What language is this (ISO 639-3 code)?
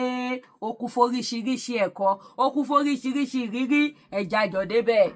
yor